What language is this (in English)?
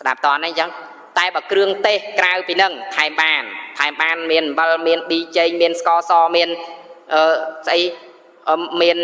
Khmer